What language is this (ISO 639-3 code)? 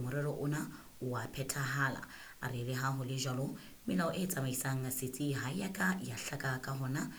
sot